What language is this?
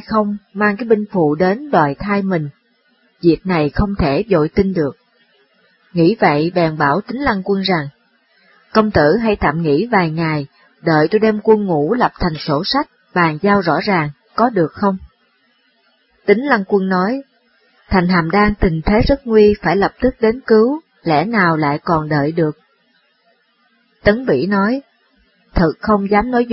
Vietnamese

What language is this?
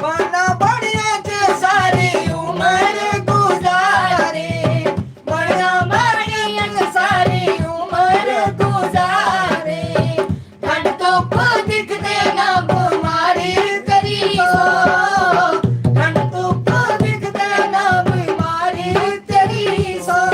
Dogri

